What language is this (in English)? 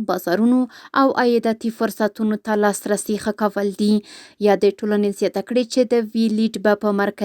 Pashto